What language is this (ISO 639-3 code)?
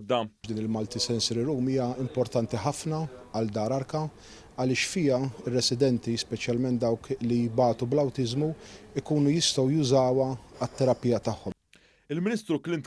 mlt